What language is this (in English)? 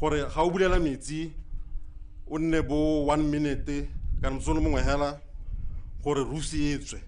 Tswana